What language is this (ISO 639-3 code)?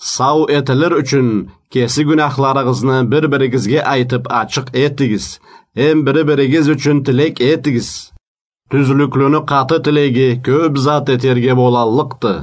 krc